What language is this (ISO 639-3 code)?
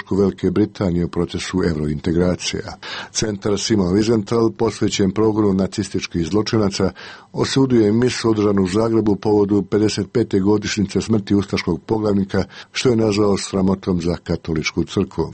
hrv